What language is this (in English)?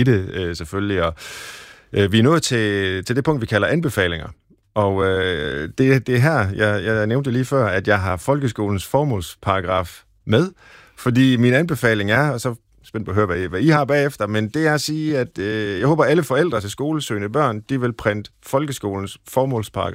Danish